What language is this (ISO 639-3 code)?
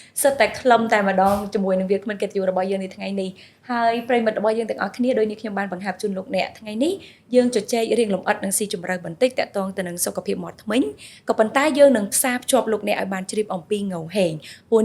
khm